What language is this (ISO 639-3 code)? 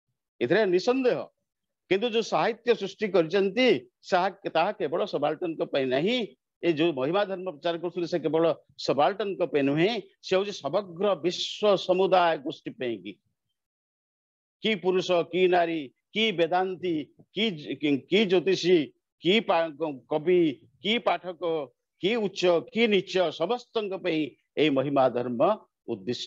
ori